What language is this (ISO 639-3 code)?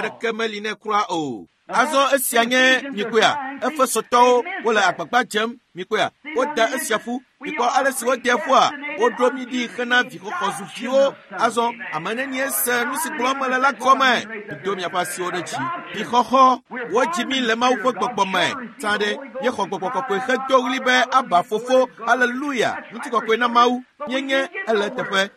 ewe